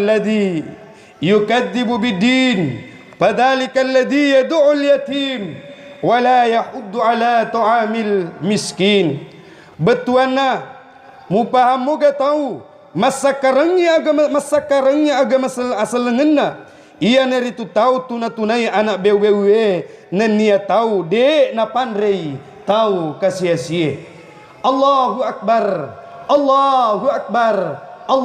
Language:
Buginese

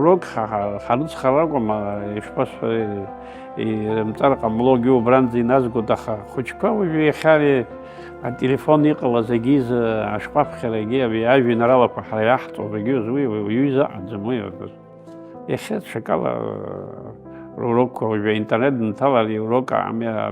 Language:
Abkhazian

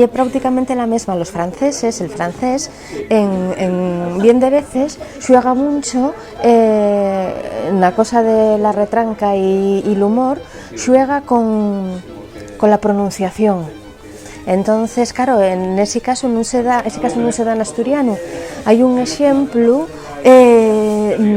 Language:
Asturian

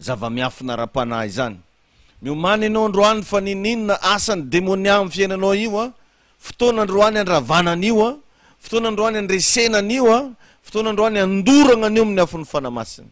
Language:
Malagasy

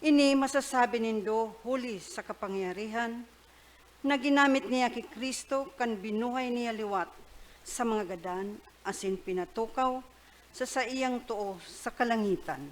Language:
Bikol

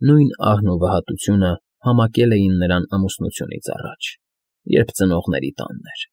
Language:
Armenian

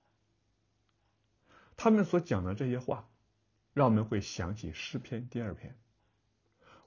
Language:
Chinese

